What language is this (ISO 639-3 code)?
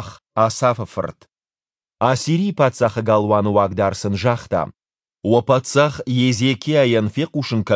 oss